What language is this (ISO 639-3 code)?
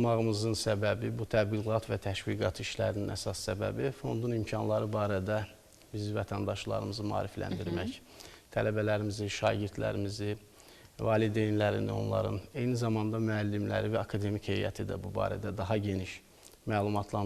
aze